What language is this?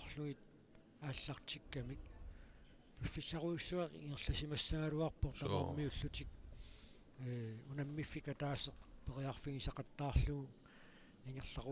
Kalaallisut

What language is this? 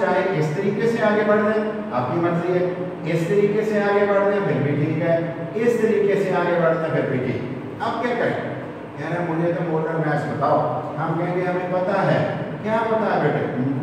Hindi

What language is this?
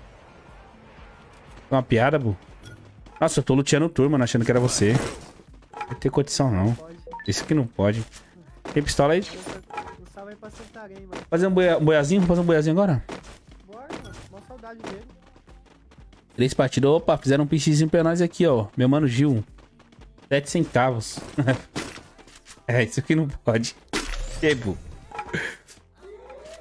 Portuguese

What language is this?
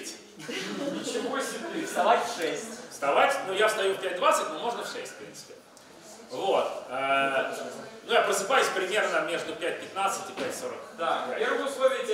Russian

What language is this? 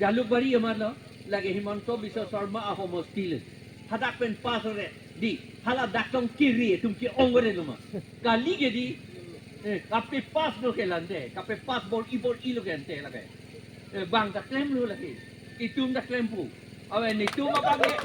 Karbi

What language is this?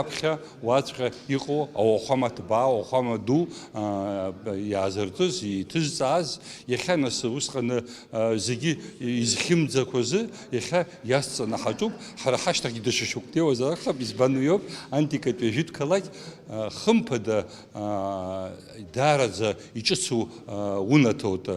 Abkhazian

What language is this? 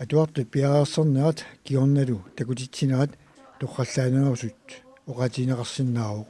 Kalaallisut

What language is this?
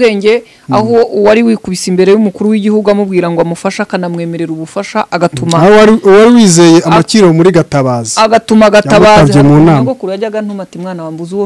Kinyarwanda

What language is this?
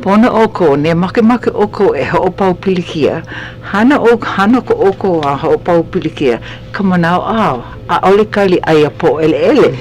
Hawaiian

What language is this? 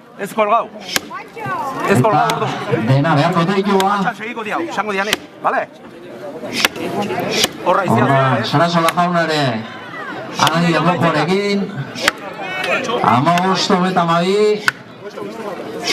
Basque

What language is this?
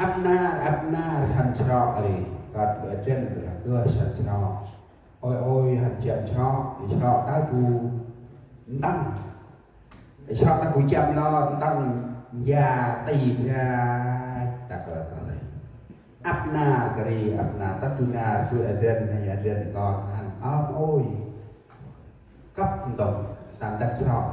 Central Mnong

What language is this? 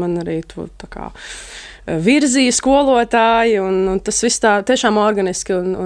Latvian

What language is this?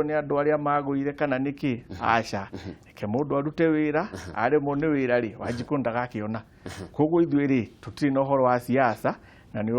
Kikuyu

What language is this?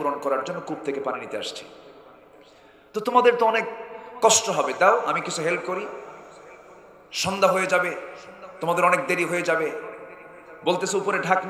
Bangla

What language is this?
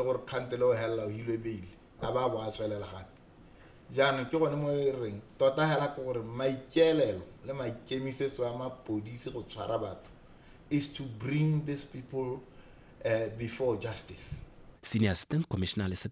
Tswana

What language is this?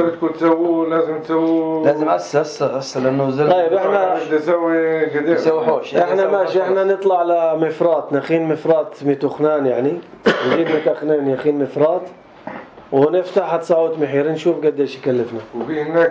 North Levantine Arabic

